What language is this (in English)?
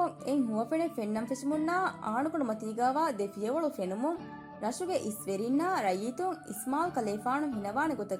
Divehi